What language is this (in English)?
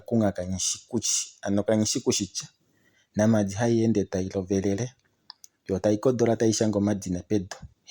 Kuanyama